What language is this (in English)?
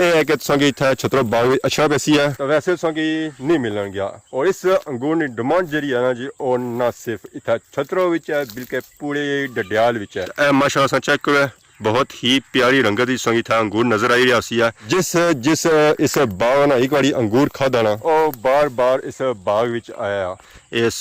Pahari-Potwari